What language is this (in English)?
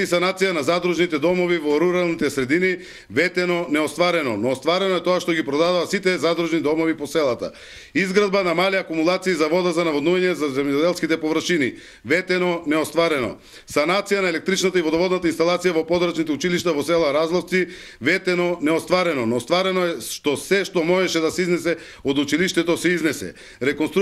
Macedonian